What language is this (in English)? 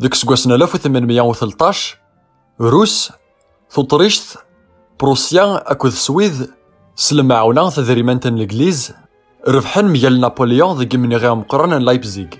Kabyle